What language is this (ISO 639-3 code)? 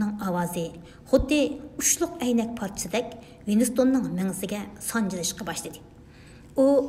uig